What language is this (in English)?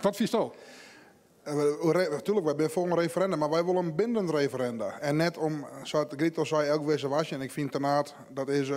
Western Frisian